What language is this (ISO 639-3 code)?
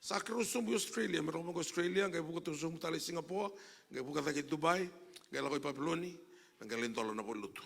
fij